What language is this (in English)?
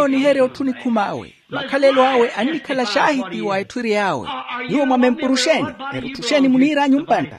Makhuwa